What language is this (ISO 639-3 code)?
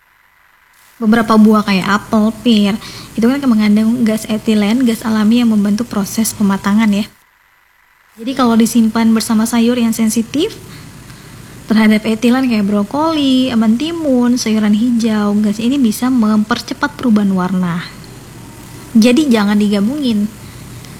ind